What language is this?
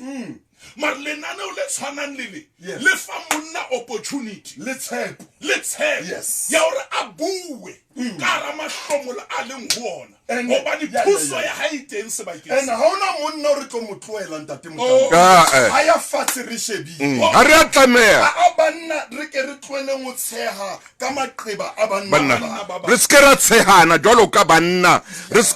Southern Sotho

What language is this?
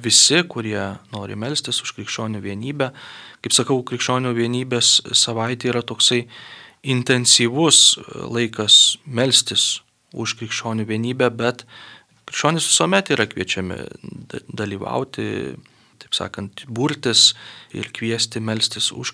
Lithuanian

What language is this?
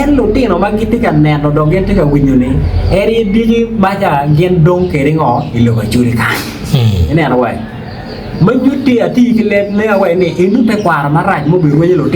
Acoli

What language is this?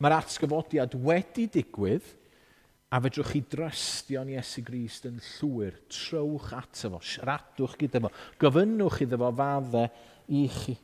Welsh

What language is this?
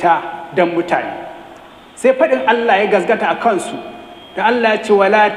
Hausa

